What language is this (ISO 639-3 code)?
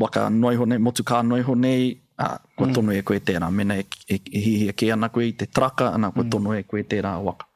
mri